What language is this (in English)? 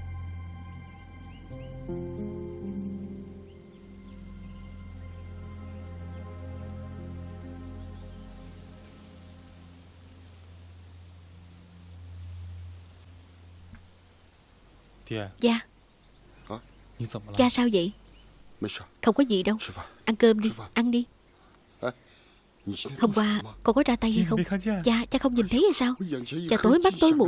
Vietnamese